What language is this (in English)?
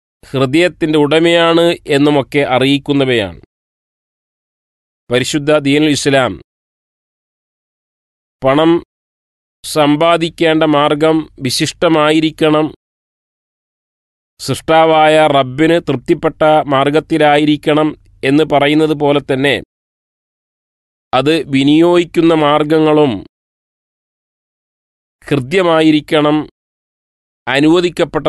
Malayalam